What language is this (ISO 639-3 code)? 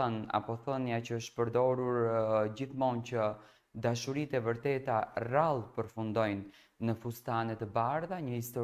sqi